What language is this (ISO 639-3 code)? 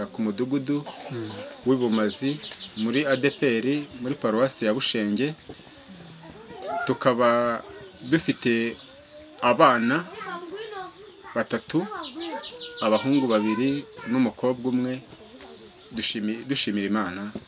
kin